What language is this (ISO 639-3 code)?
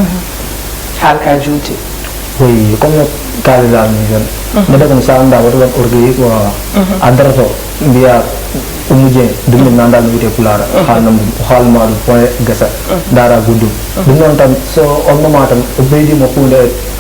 ful